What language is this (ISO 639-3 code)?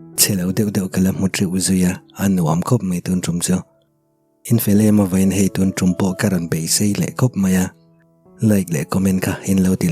lus